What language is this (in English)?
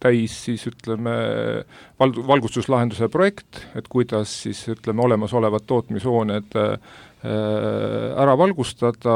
Estonian